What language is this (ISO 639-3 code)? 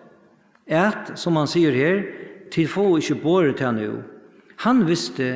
fao